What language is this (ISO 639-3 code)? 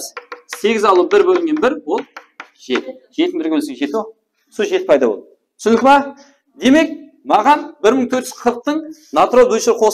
kaa